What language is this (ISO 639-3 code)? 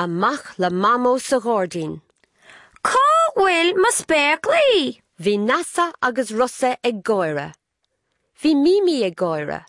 gle